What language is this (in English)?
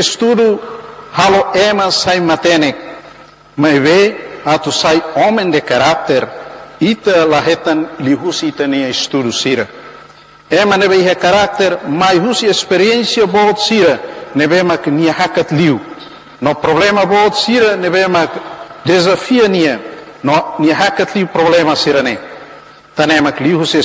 Tetum